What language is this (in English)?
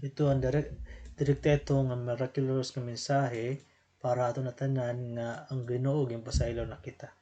Waray